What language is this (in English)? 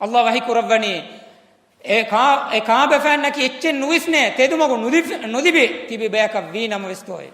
Divehi